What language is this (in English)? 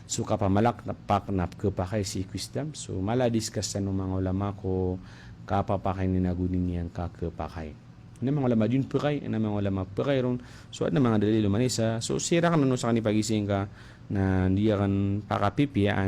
Maranao